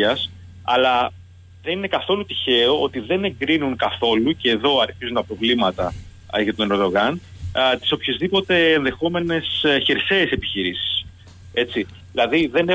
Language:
Greek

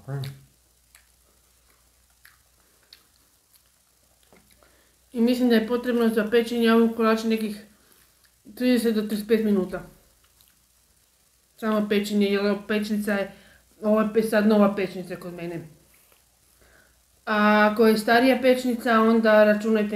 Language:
Croatian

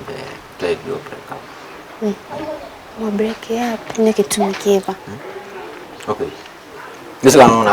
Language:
Kamba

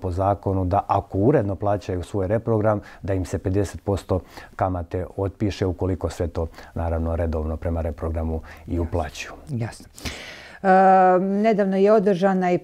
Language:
Serbian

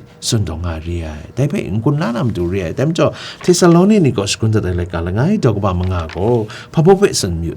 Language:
Kachin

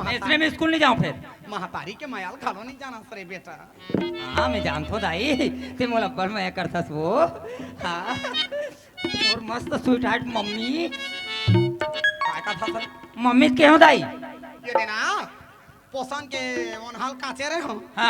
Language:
Chhattisgarhi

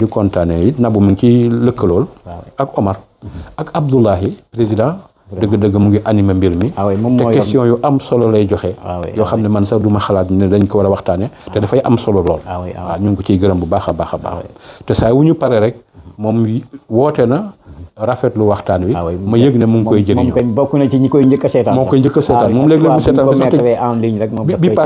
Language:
Wolof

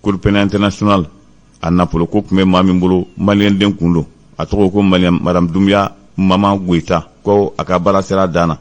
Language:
Bambara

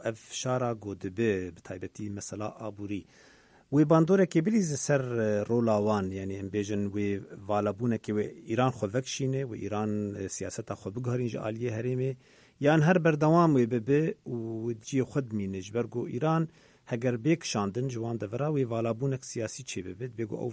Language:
Kurdish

